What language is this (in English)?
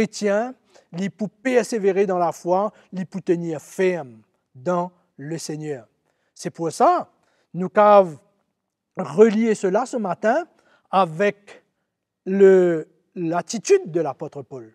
Morisyen